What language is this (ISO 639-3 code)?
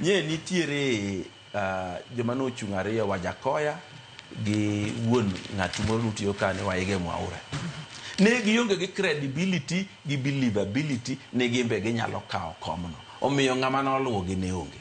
luo